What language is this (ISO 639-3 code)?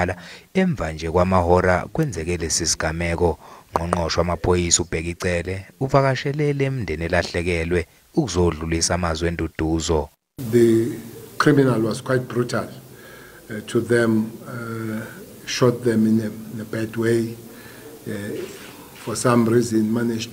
zul